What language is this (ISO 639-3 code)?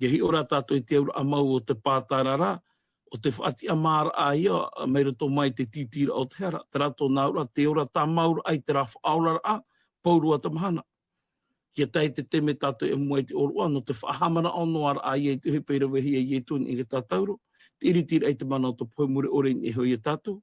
tah